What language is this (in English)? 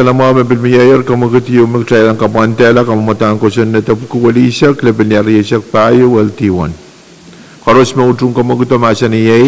Pohnpeian